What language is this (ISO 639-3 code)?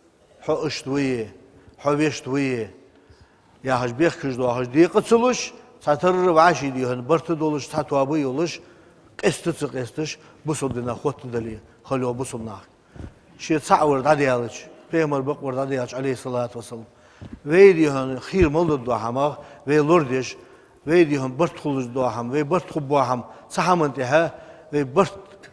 inh